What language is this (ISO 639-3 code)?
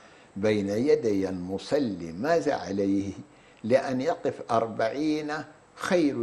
ara